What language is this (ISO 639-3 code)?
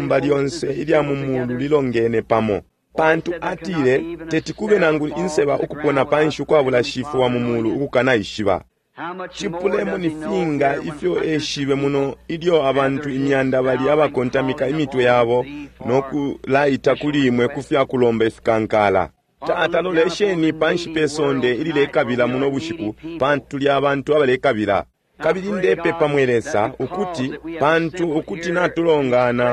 bem